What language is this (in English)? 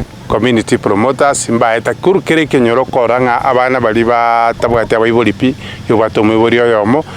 Gusii